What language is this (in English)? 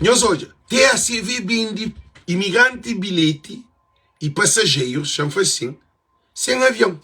Kabuverdianu